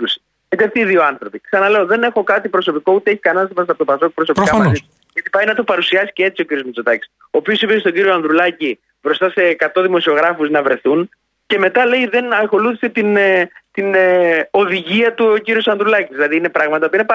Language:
Greek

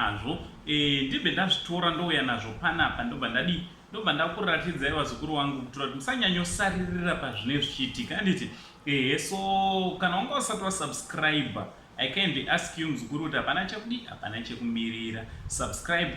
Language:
Shona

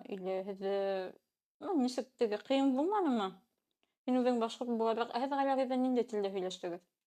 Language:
Bashkir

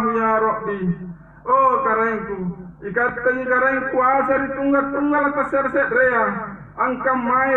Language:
Makasar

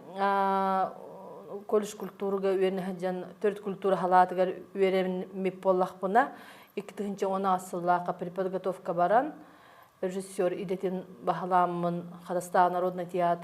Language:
Yakut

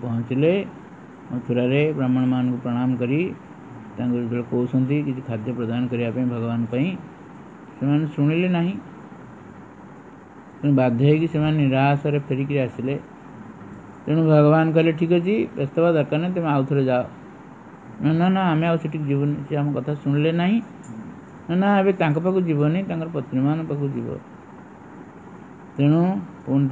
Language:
Odia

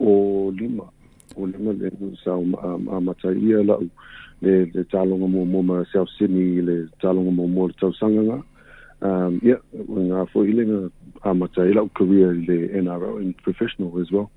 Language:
Samoan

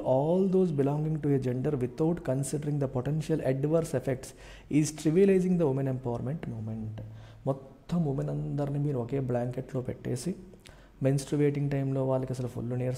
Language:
Telugu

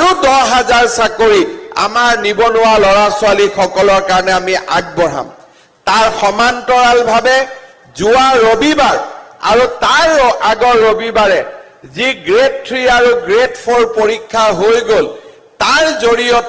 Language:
Assamese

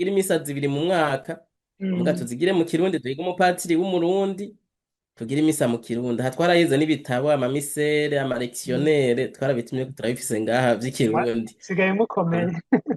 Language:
Rundi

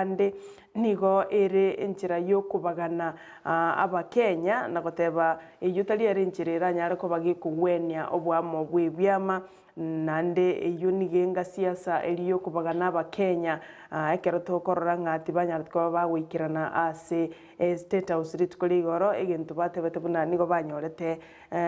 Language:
Gusii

